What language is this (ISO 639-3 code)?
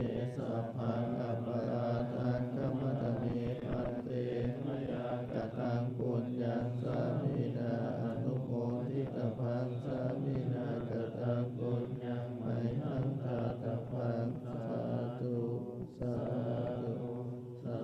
pli